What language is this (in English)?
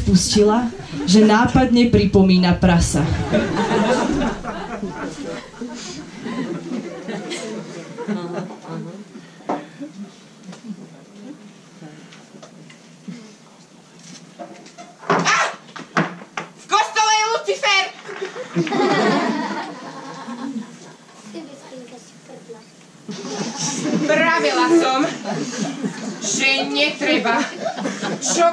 Slovak